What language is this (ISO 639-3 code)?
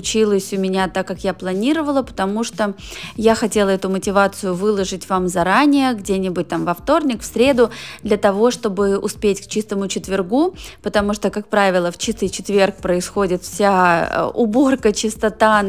rus